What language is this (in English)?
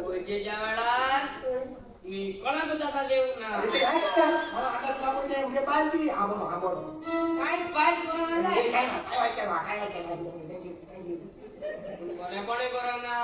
Konkani